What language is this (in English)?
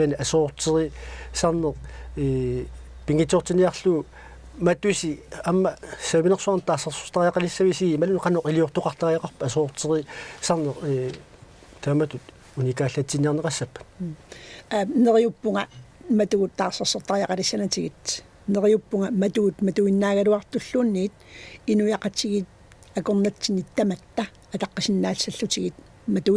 Kalaallisut